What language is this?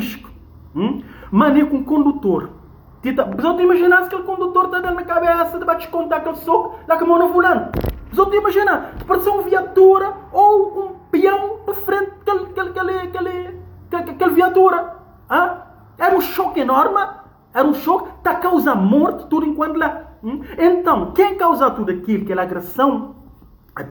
Kabuverdianu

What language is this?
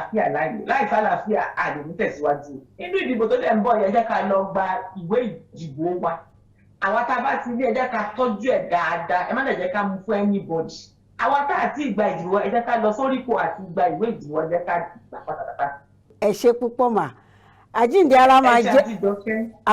Yoruba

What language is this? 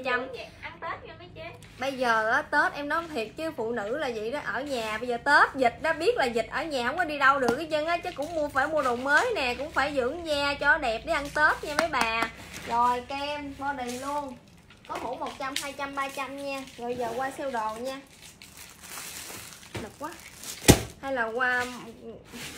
Vietnamese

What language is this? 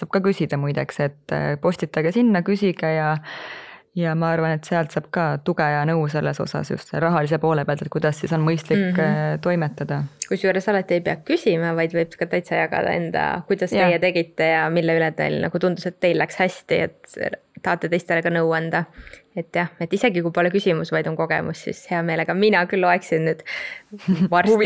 Estonian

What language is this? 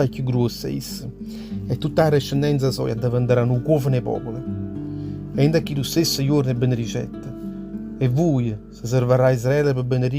Neapolitan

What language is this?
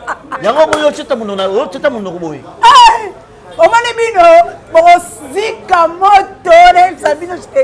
Lingala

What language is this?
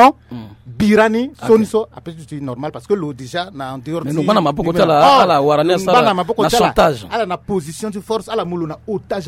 Sango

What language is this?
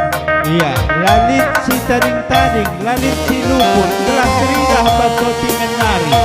Batak Karo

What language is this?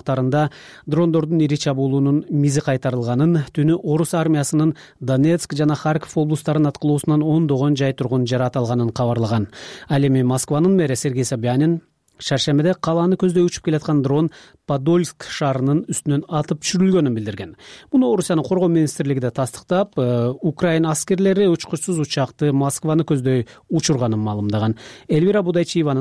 Kyrgyz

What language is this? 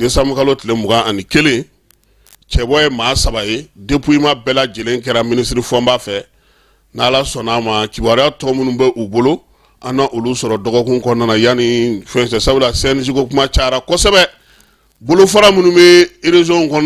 Bambara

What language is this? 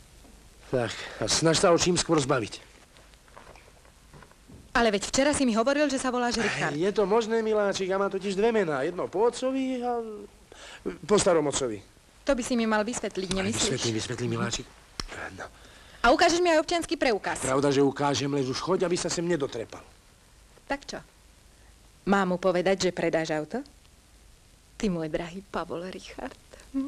Slovak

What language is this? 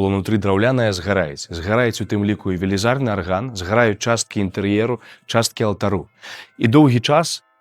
Belarusian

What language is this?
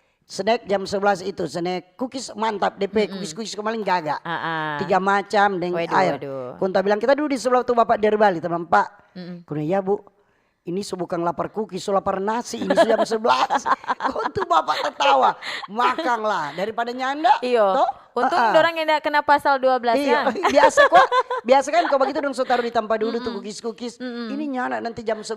Manado Malay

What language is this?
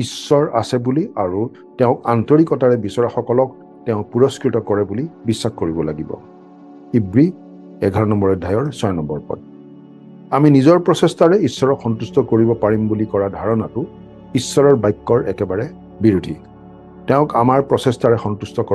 Assamese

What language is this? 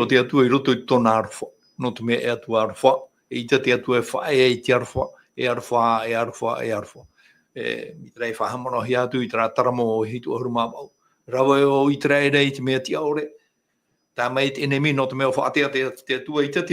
Tahitian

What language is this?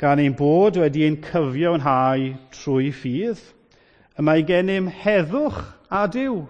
Welsh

